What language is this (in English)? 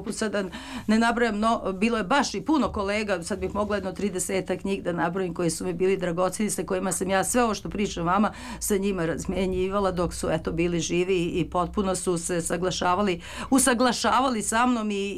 Serbian